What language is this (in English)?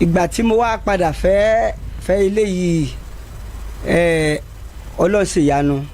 Yoruba